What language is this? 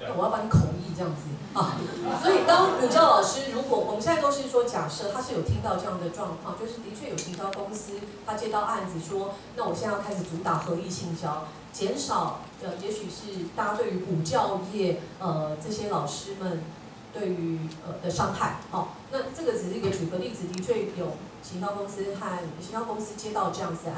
Chinese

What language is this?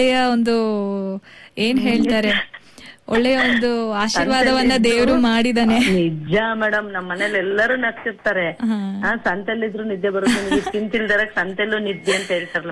Kannada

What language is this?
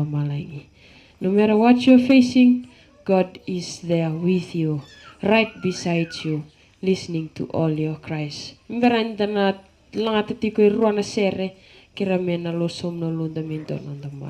Fijian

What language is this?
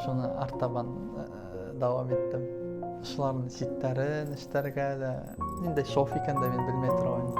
Bashkir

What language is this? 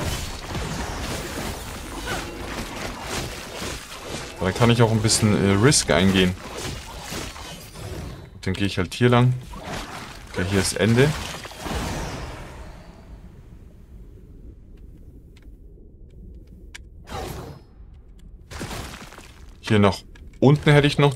German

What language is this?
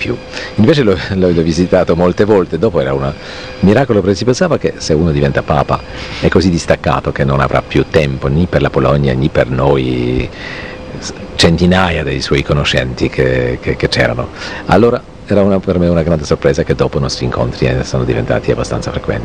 Italian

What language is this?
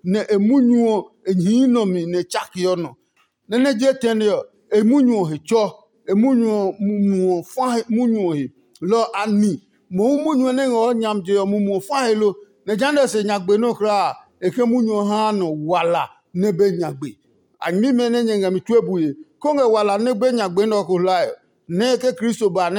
Adangme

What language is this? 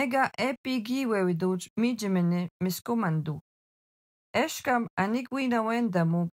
Algonquin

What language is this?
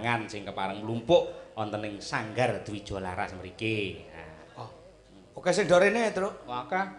Javanese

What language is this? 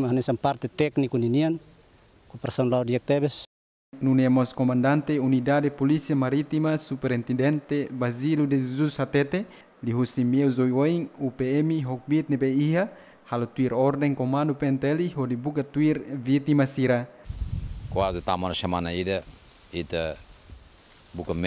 Tetum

